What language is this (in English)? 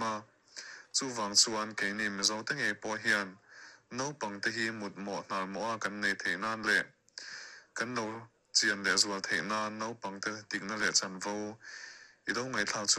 Mizo